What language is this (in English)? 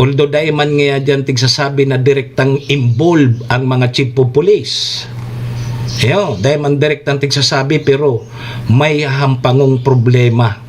Bikol